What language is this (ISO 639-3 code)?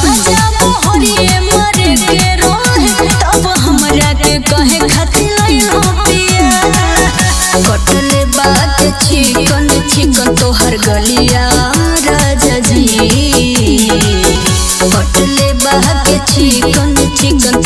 bho